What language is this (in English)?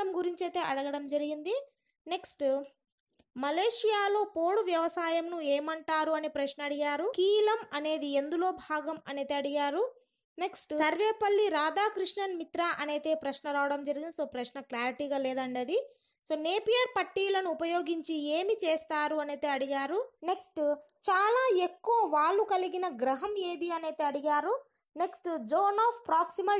Telugu